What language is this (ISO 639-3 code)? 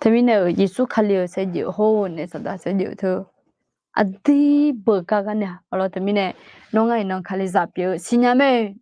ahk